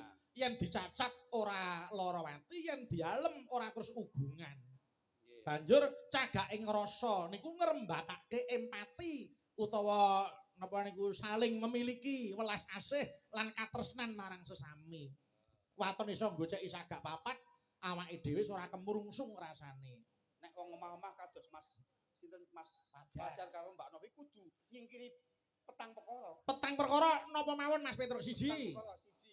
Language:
Javanese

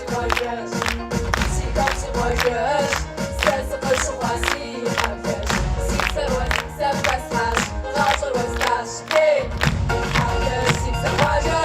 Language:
Kabardian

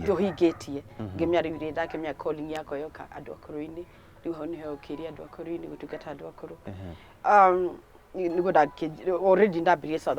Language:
Kikuyu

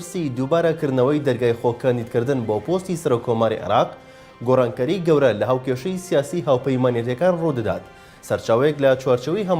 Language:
Central Kurdish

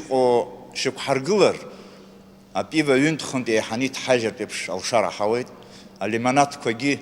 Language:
Abkhazian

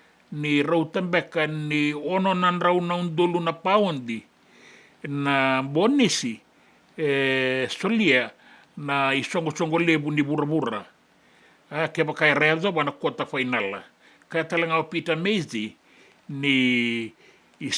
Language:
Fijian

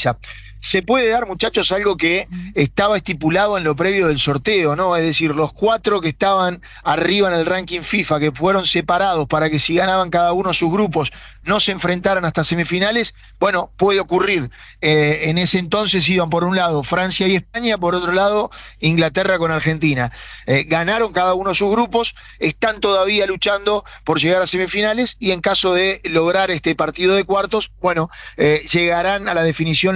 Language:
Spanish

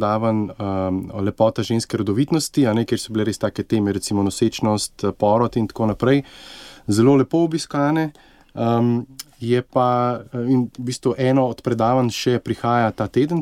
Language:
Slovenian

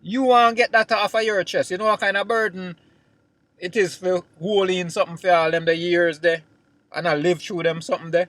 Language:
Jamaican Creole English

